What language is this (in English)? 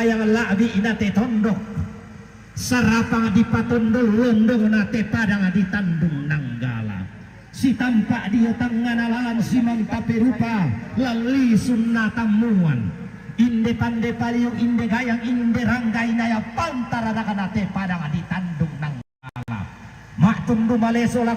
Toraja-Sa'dan